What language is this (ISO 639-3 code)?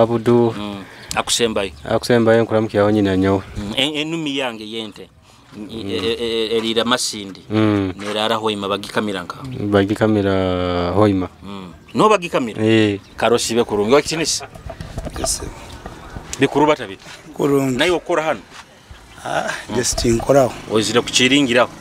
nyo